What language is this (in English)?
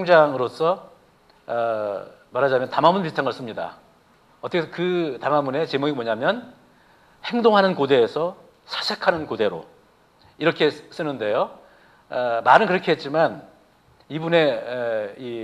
Korean